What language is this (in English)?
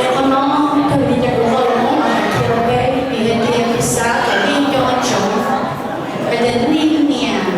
Hmong